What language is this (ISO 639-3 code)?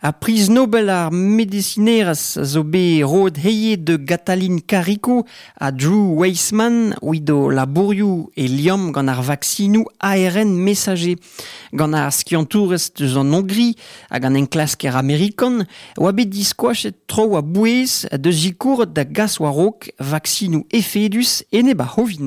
bre